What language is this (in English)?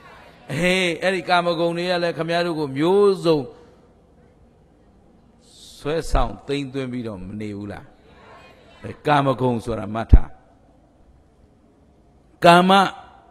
Burmese